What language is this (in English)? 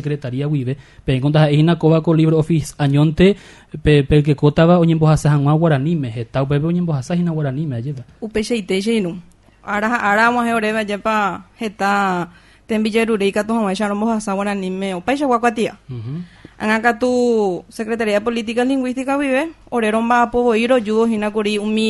Guarani